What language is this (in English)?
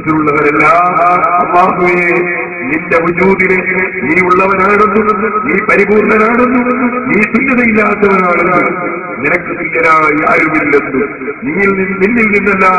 Malayalam